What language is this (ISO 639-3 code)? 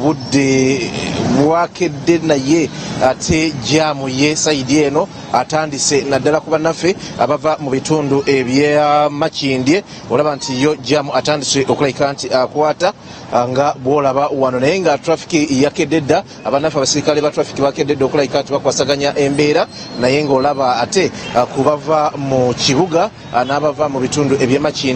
lug